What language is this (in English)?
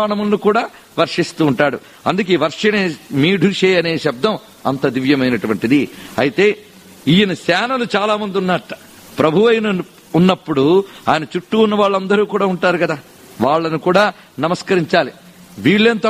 Telugu